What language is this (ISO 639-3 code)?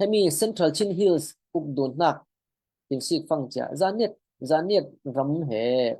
cfm